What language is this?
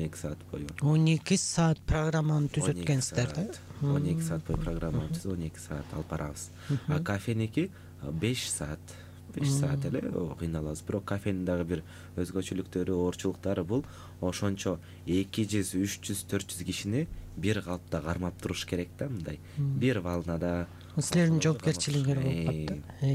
Kyrgyz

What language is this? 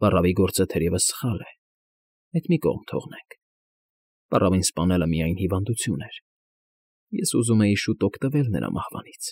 Armenian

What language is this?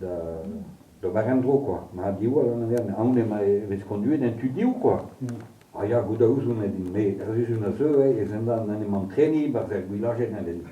Breton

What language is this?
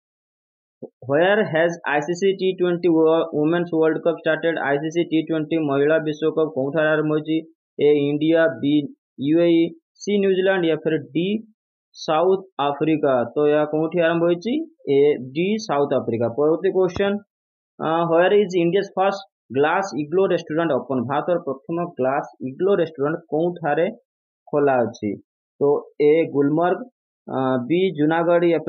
Odia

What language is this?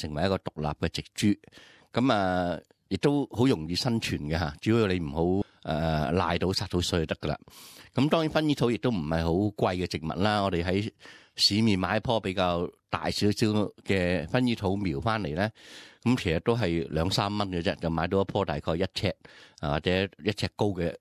Cantonese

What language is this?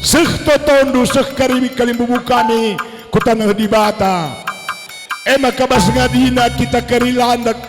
Batak Karo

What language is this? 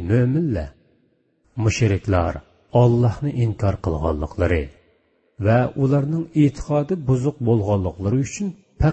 Uyghur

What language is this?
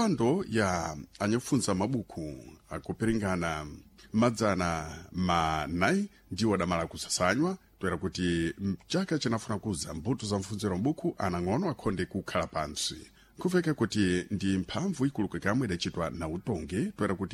Sena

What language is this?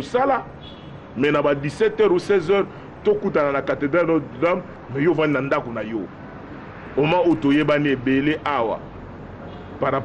Lingala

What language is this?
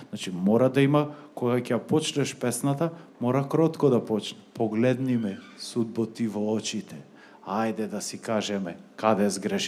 Macedonian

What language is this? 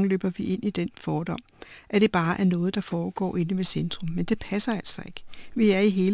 Danish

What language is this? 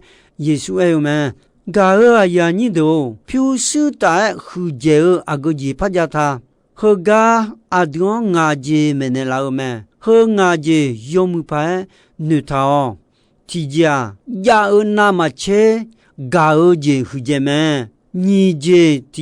Akha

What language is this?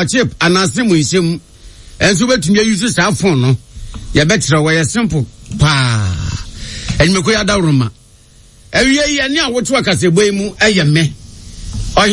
Akan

